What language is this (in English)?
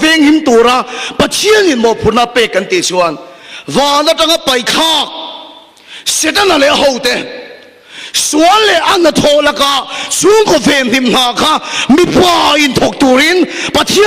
Mizo